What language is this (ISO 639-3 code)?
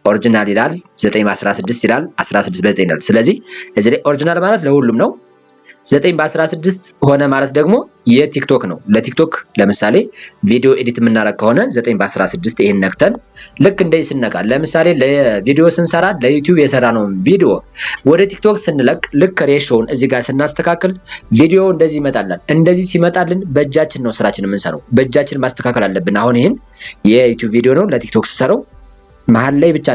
amh